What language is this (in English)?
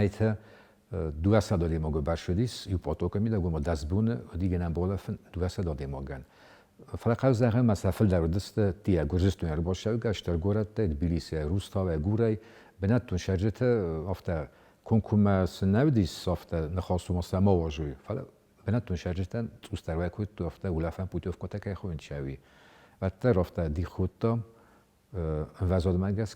Ossetic